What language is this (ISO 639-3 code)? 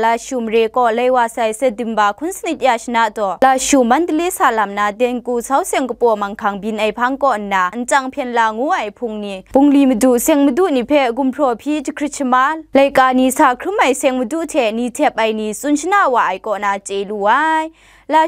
kac